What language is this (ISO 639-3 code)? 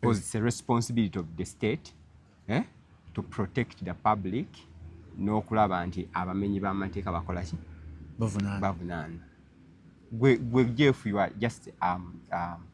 lug